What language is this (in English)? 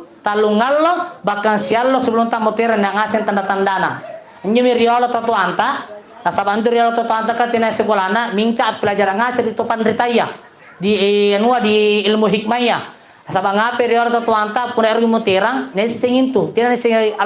Makasar